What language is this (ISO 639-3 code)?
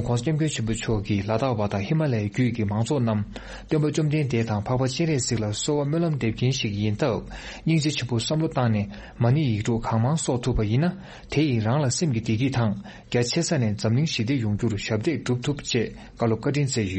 bod